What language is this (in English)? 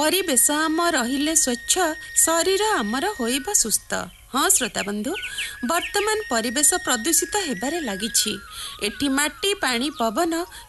Odia